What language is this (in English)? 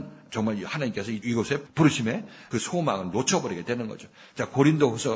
Korean